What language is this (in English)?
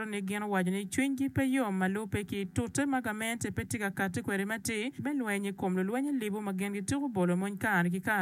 Acoli